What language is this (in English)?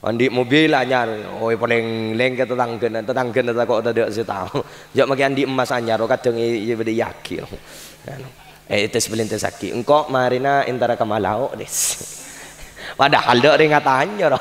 Madurese